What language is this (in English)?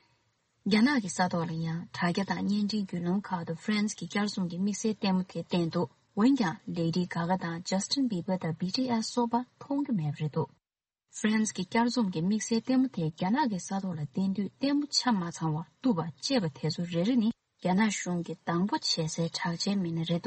Tibetan